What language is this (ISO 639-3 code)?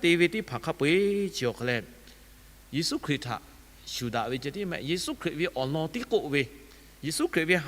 lhu